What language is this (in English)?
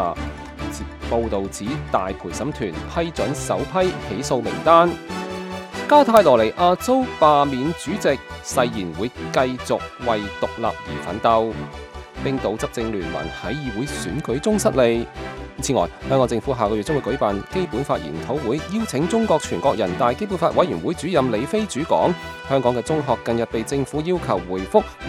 Cantonese